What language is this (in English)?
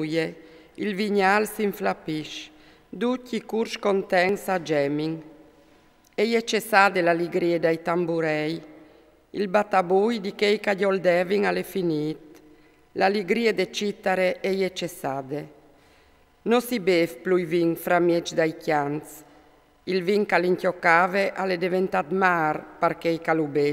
Friulian